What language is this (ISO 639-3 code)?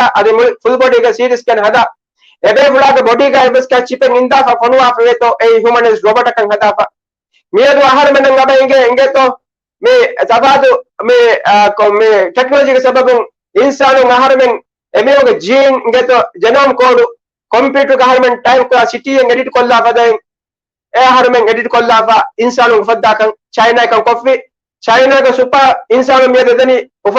div